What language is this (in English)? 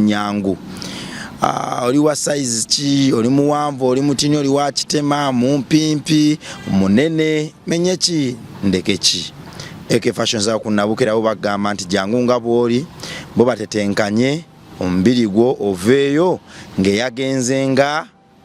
Ganda